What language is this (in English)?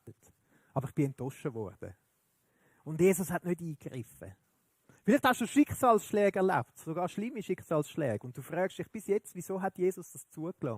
Swiss German